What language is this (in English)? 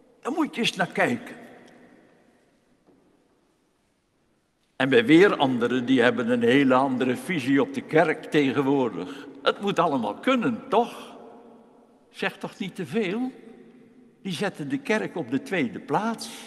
Dutch